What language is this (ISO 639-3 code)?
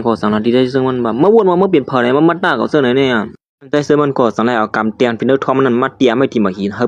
shn